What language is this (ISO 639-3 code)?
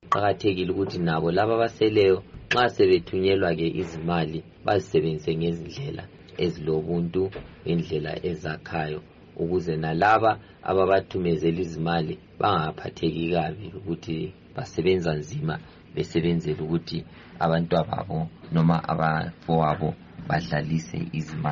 nde